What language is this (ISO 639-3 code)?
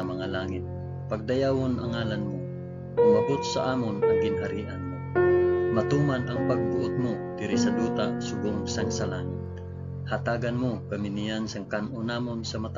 hil